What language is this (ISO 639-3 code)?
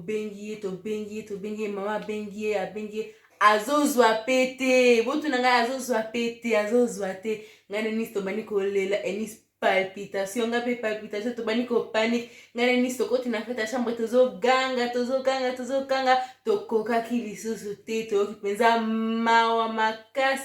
lin